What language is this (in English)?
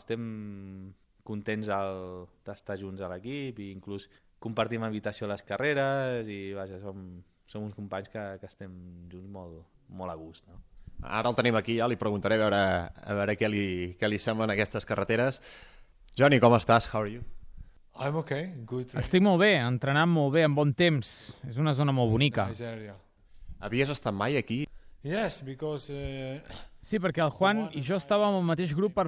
Catalan